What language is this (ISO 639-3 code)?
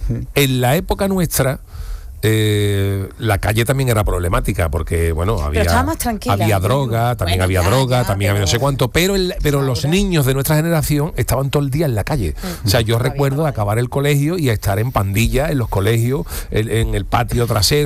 spa